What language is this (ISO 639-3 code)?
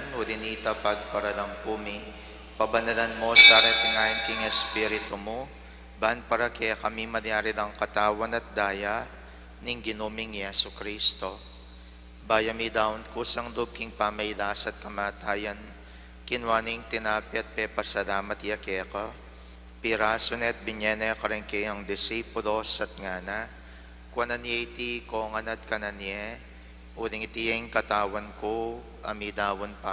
pam